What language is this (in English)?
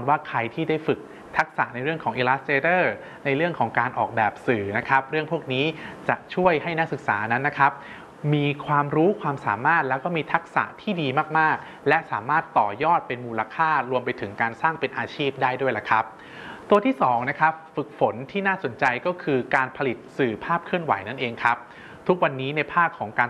Thai